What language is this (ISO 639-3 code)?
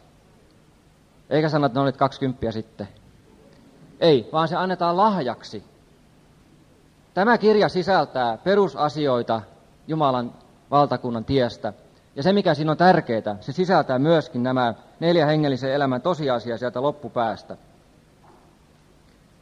fin